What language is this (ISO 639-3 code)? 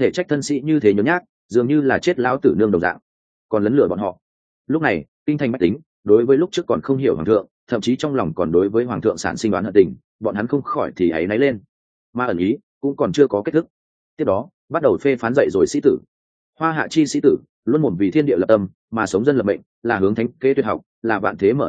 vie